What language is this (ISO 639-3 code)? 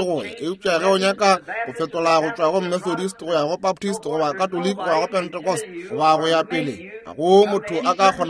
nso